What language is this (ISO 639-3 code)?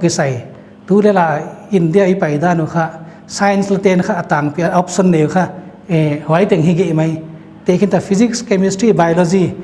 pck